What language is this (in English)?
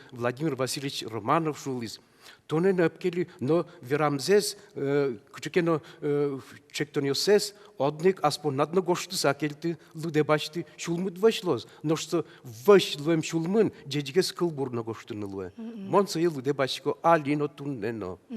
Udmurt